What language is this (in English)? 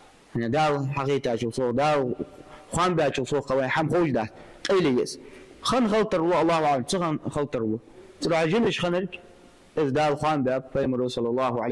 Ingush